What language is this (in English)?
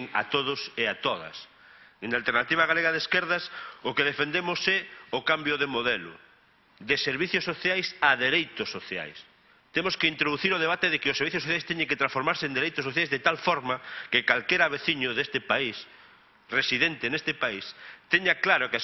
Galician